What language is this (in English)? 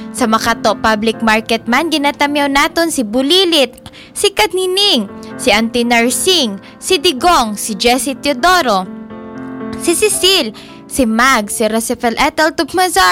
Aklanon